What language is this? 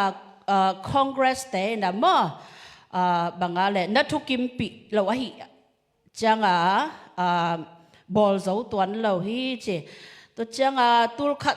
Tedim Chin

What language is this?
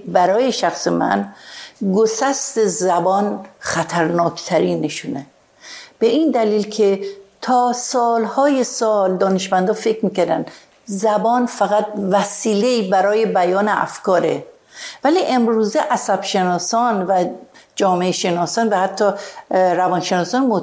Persian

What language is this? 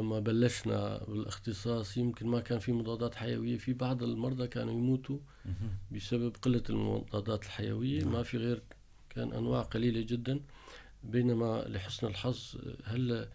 North Levantine Arabic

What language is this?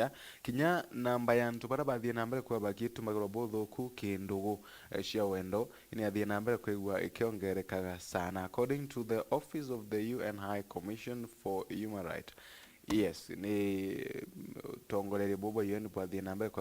Meru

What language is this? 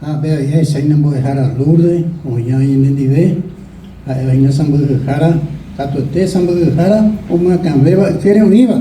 Guarani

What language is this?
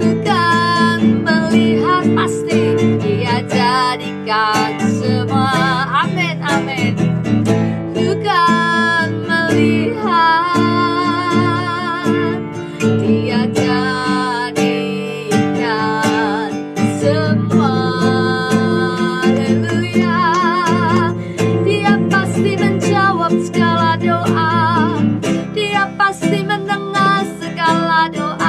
Indonesian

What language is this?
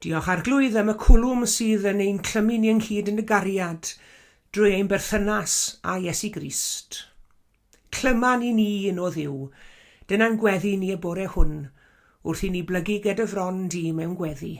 Welsh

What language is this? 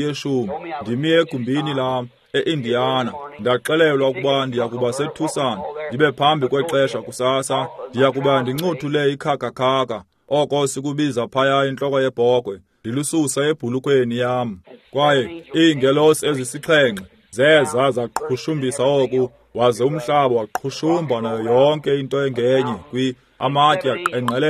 Xhosa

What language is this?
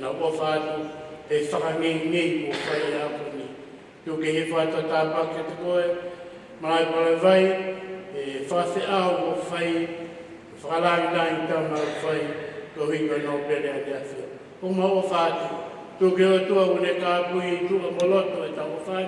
Tongan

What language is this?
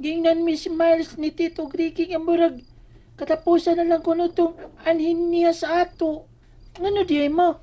Cebuano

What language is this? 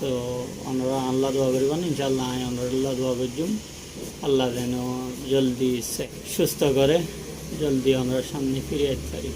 Rohingya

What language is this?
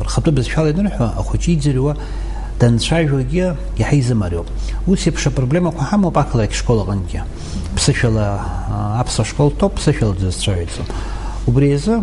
Abkhazian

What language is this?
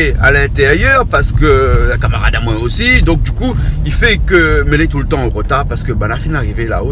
Réunion Creole French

